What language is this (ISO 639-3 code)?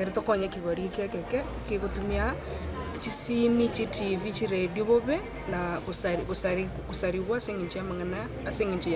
guz